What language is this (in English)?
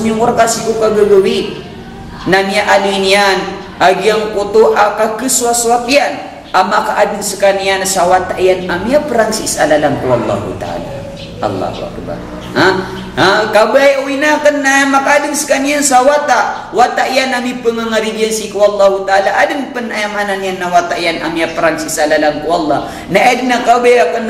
Maranao